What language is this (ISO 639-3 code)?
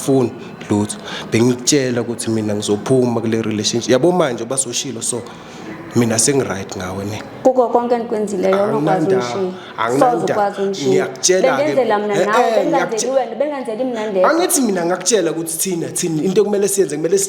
zul